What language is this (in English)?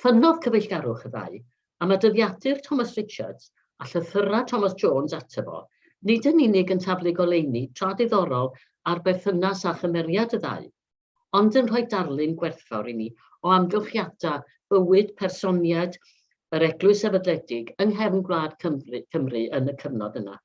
Welsh